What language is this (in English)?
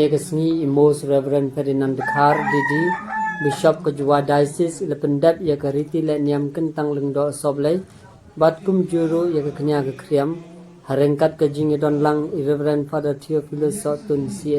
Khasi